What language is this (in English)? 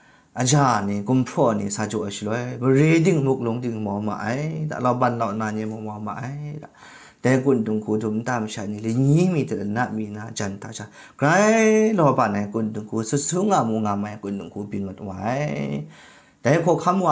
Kachin